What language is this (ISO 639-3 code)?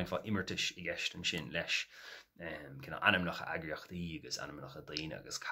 gle